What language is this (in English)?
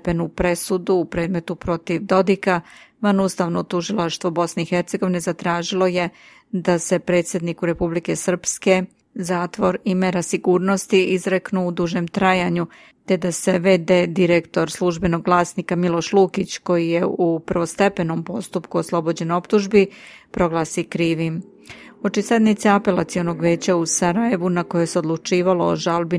Serbian